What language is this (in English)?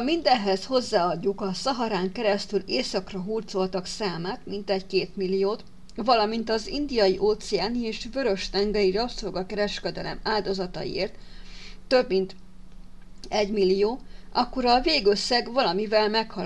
Hungarian